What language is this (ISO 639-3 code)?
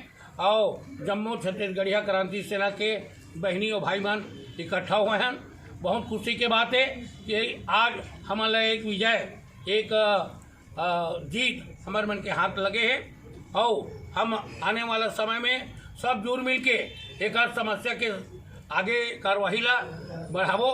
hne